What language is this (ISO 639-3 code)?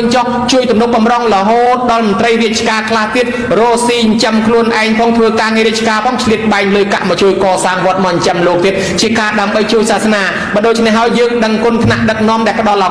khm